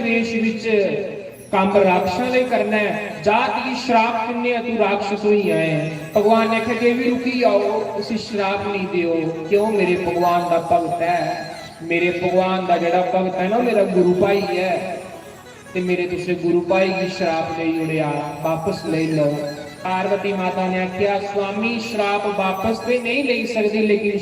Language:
Dogri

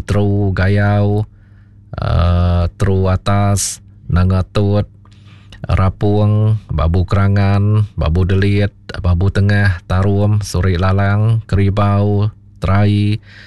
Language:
Iban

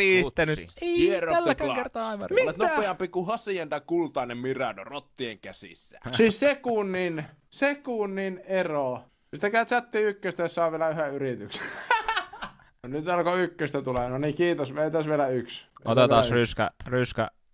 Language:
Finnish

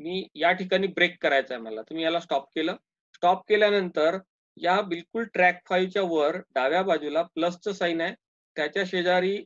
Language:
Marathi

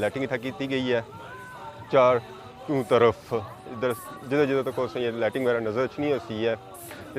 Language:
Pahari-Potwari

